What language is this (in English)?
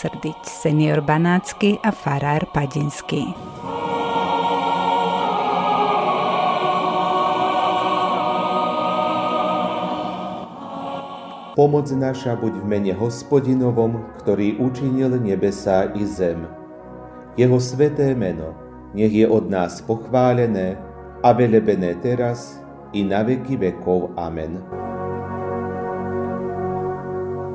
Slovak